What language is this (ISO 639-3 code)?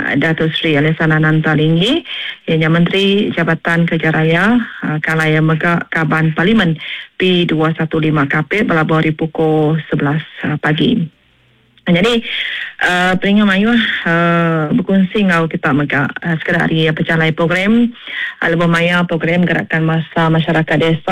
iba